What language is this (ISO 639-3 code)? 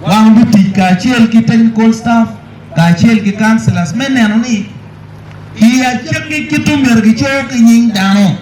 ach